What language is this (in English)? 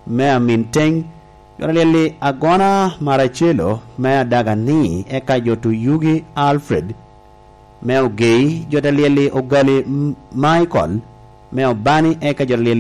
Lango (Uganda)